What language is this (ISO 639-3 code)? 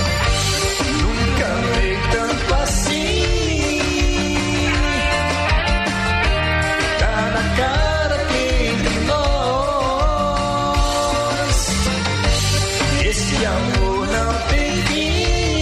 por